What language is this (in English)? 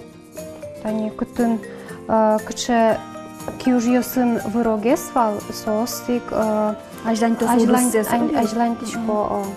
Udmurt